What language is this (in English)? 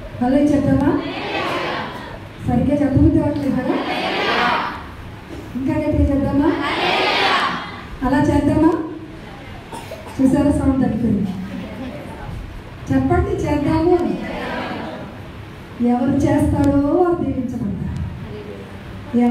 Telugu